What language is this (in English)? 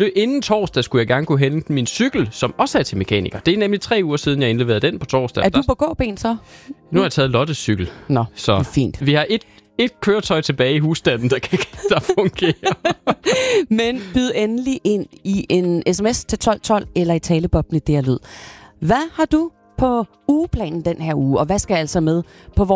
Danish